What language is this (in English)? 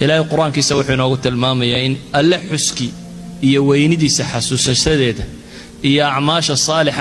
Somali